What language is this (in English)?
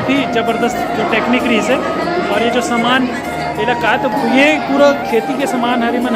Chhattisgarhi